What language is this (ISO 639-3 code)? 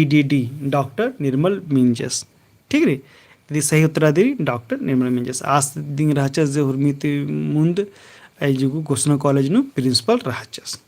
kru